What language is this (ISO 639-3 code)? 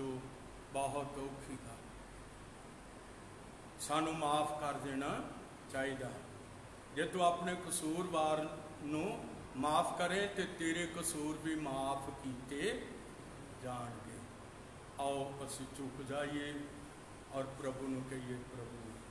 pan